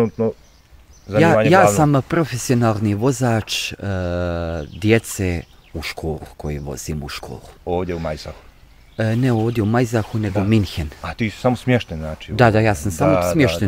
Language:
Bosnian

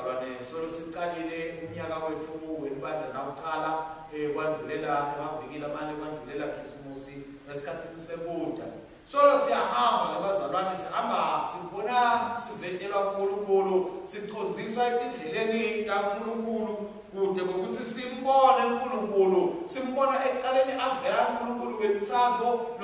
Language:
Swati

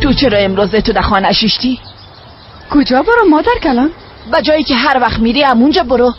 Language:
Persian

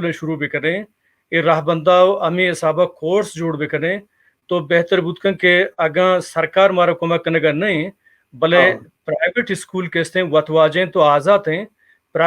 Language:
Baluchi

